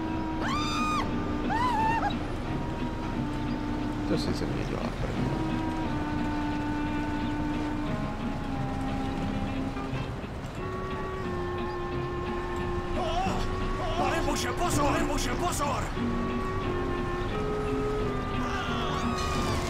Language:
Czech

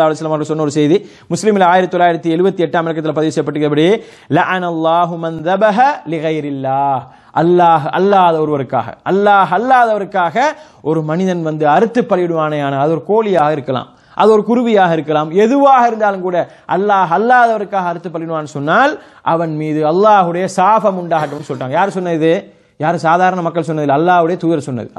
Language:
Tamil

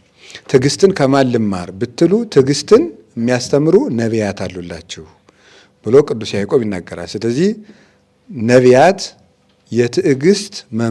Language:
Amharic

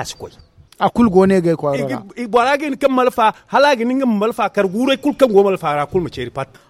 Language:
Zarma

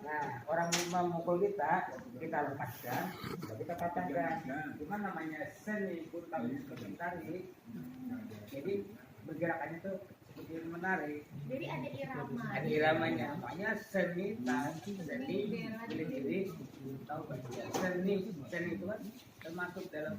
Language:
Banjar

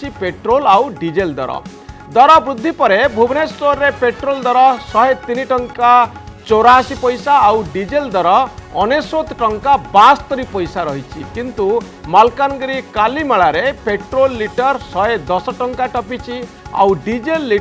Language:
Odia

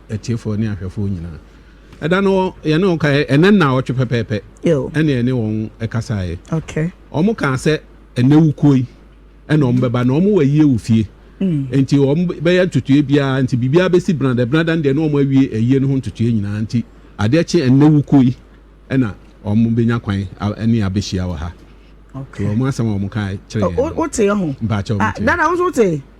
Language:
Akan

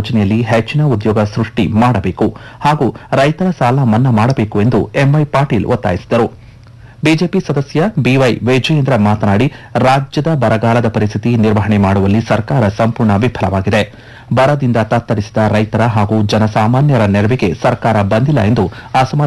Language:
Kannada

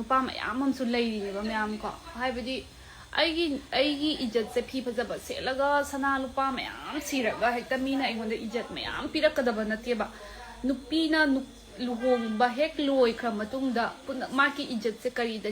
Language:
Manipuri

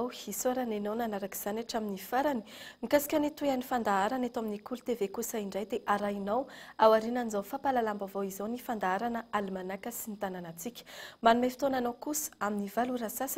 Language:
Malagasy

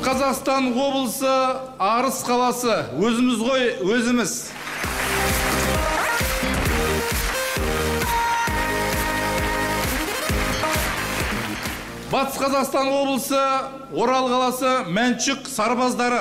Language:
Kazakh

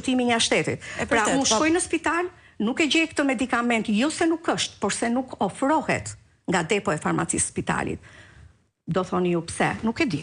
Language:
Albanian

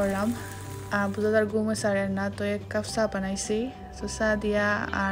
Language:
Sylheti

